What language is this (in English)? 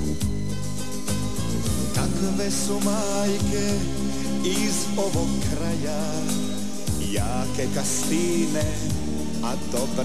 Croatian